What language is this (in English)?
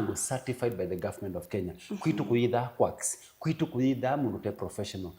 Kamba